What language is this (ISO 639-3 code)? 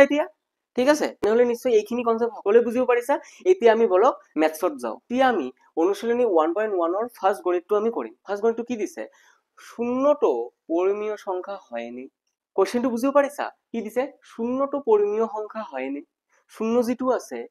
asm